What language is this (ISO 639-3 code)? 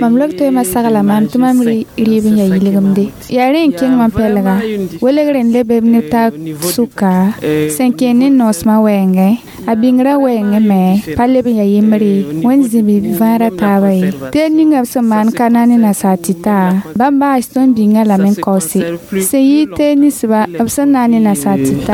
mos